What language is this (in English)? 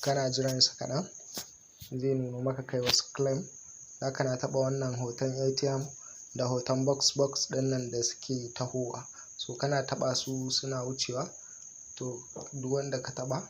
Hausa